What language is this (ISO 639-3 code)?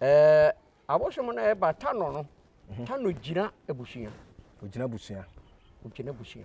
aka